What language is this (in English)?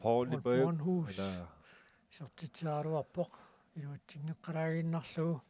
Kalaallisut